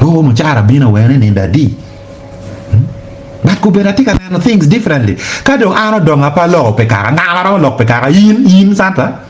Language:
Acoli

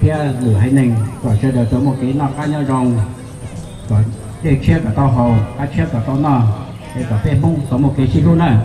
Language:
Hmong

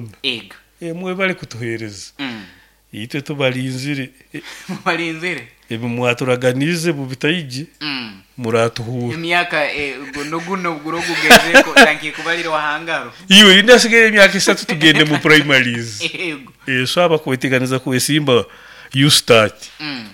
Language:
Nyoro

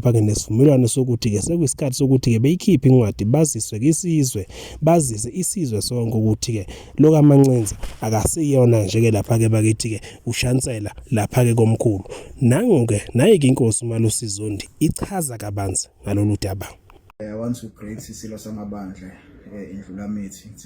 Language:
Zulu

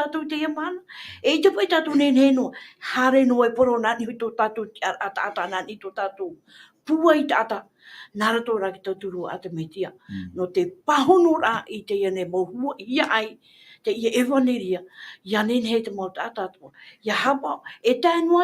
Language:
Tahitian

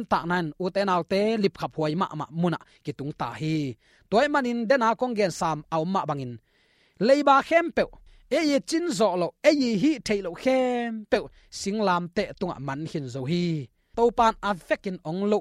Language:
Tedim Chin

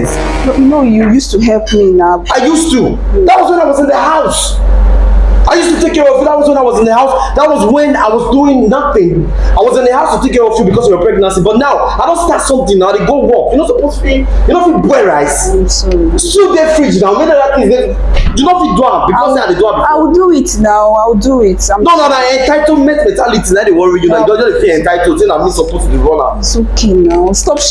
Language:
Nigerian Pidgin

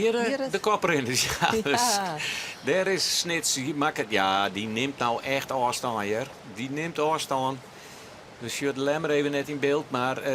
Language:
Western Frisian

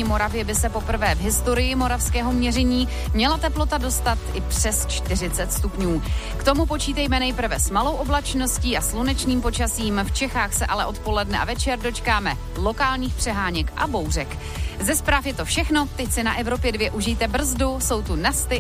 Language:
Czech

